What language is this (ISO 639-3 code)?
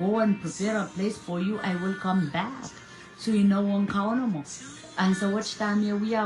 pon